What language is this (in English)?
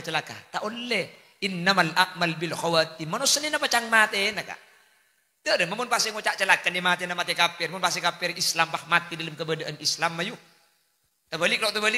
Madurese